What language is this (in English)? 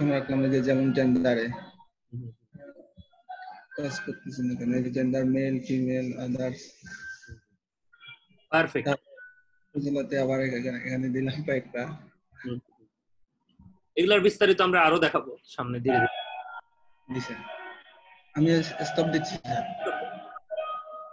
Bangla